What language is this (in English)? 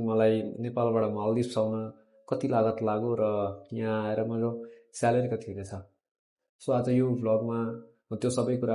Nepali